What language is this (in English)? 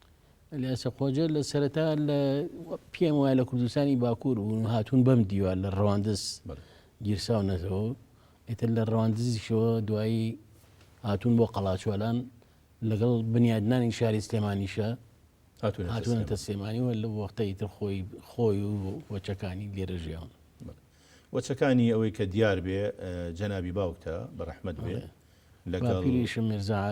Central Kurdish